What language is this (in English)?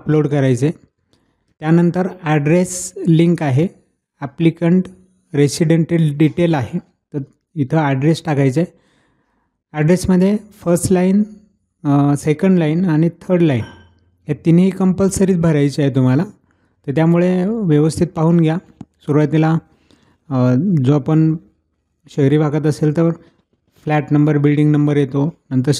Marathi